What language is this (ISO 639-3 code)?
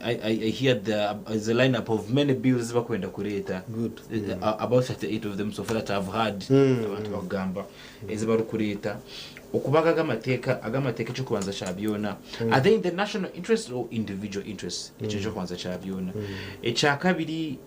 nyn